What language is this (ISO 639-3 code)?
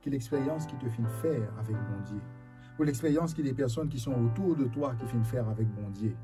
mfe